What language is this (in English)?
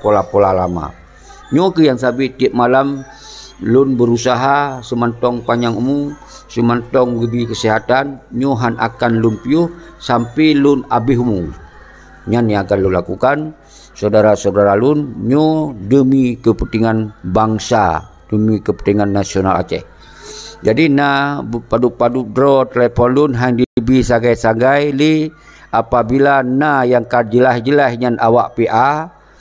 Achinese